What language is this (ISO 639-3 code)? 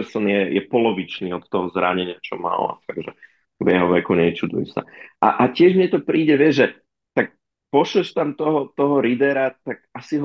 slk